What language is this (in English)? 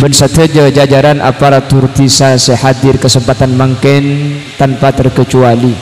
Madurese